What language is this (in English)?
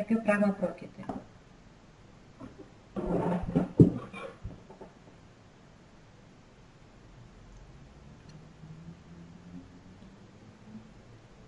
Greek